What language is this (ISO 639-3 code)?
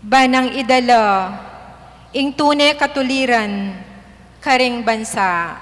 pam